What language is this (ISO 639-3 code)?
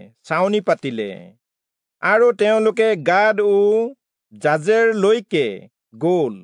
asm